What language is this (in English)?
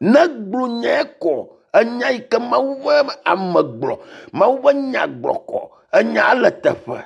Ewe